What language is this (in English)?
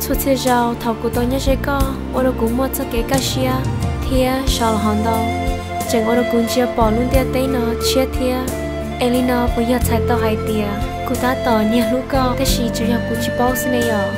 Hmong